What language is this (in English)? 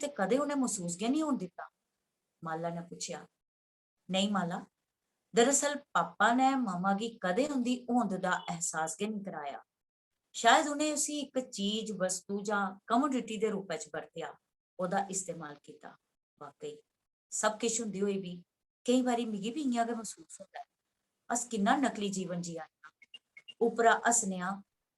Dogri